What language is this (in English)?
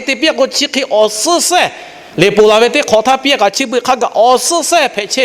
Lahu